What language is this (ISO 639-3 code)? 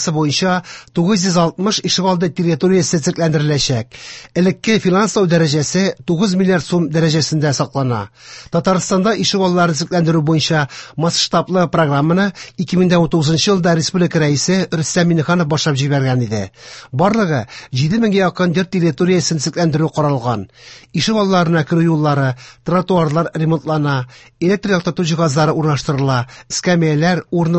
tat